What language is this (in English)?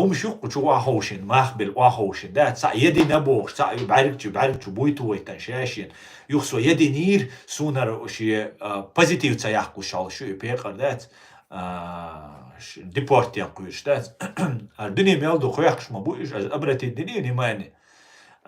Chechen